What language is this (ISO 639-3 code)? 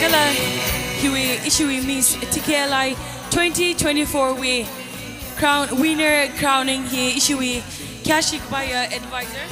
nmf